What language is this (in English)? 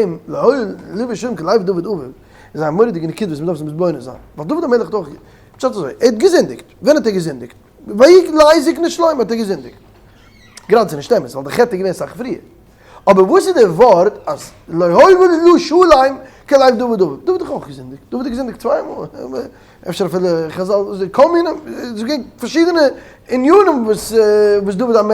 Yiddish